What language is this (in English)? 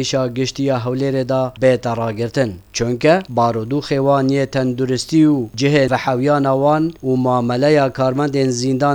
Kurdish